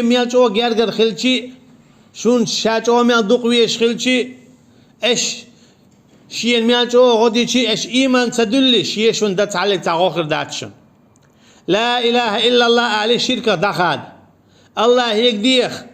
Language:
Chechen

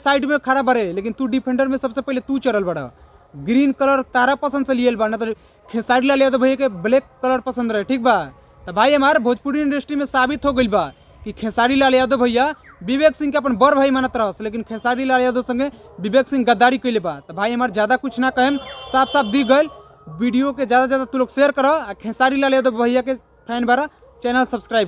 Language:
Bhojpuri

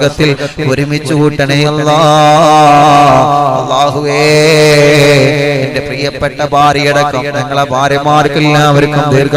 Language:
Malayalam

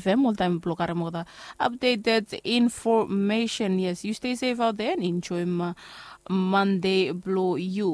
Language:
Bislama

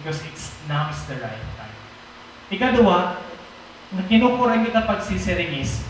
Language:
Waray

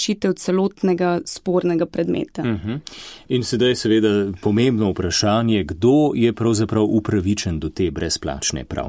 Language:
Slovenian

